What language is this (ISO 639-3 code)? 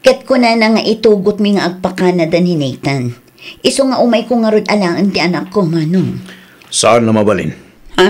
ilo